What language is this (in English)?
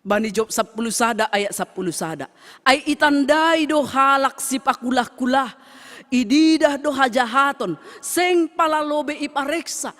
Batak Simalungun